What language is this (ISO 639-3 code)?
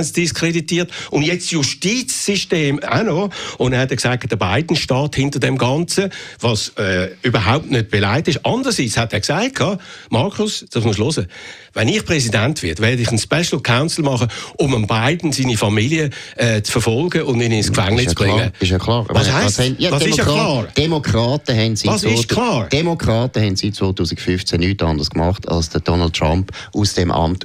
deu